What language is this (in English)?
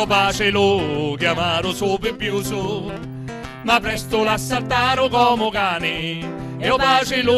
Sicilian